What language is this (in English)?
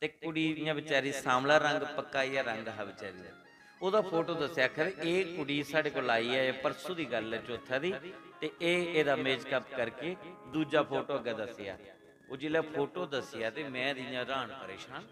Dogri